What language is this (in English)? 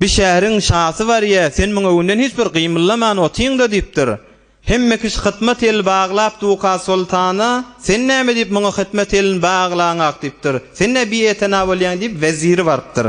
Turkmen